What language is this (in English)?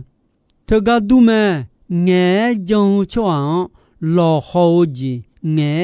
Akha